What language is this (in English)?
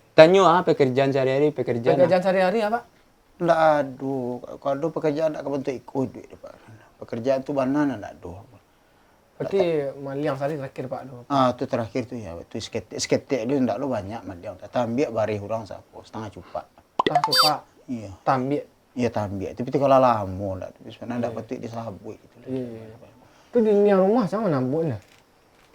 Minangkabau